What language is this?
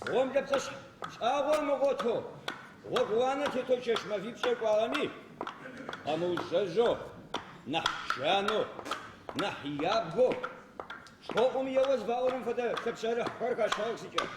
Adyghe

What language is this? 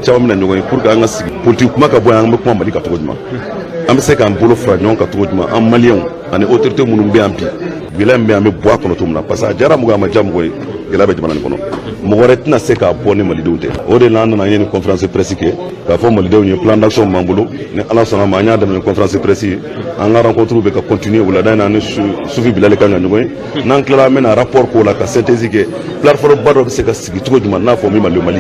Bambara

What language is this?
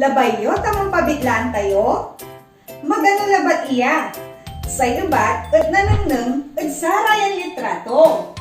Pangasinan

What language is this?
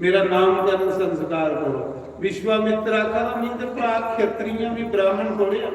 Dogri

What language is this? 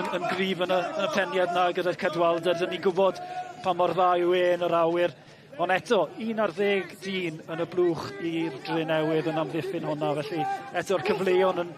Welsh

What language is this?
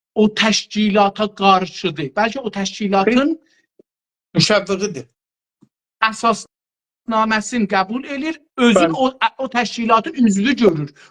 South Azerbaijani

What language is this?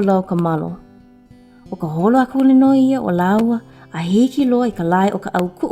Hawaiian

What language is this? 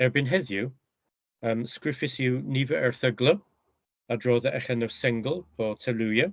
Cornish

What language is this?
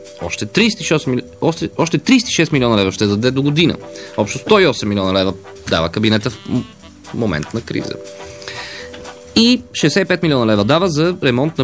Bulgarian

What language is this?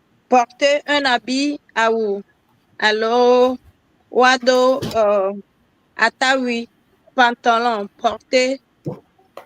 Ewe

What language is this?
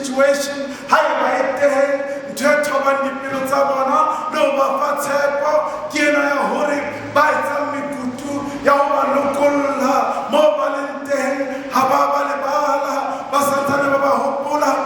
Southern Sotho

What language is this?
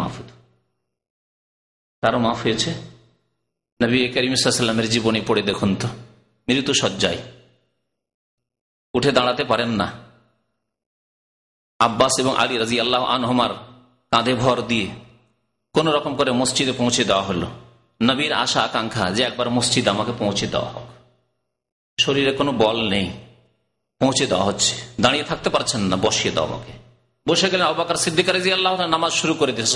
Bangla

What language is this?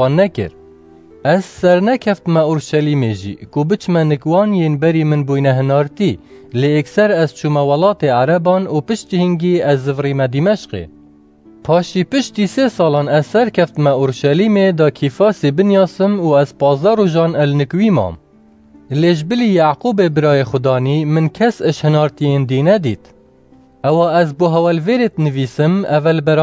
Kurdish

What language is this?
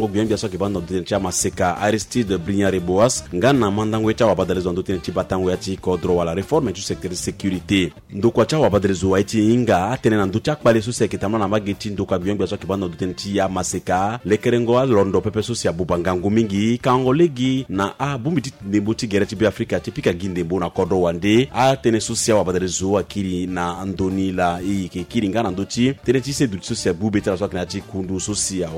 French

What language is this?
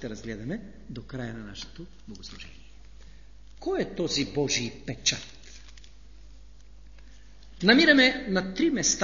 Bulgarian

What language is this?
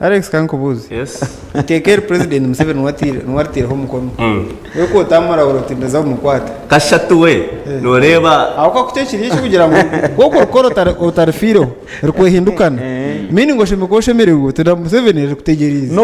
Nyankole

